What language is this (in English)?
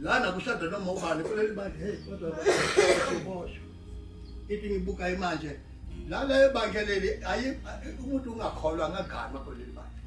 Zulu